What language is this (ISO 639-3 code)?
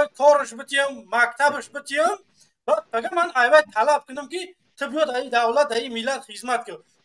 tgk